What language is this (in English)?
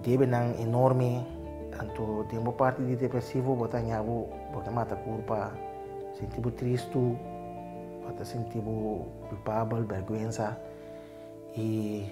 Papiamento